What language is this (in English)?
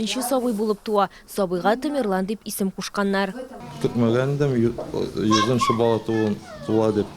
Tatar